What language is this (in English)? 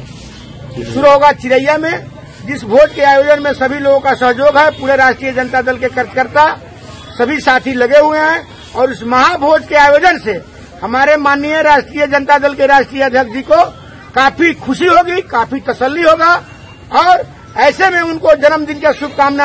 Hindi